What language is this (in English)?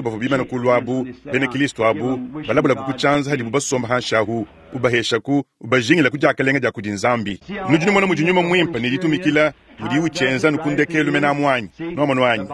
Luba-Lulua